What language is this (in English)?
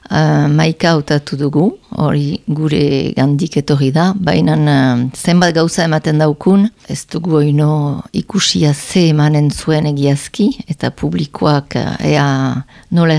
Basque